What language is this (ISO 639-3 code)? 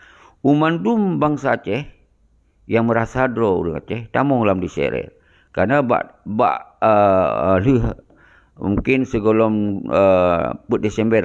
ace